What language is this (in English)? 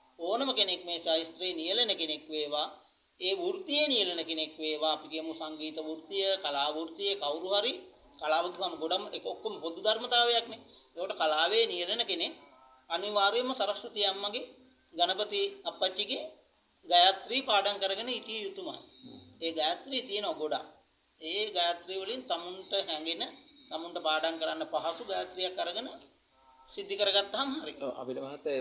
Sinhala